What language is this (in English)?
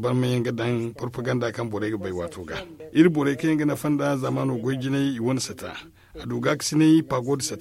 Zarma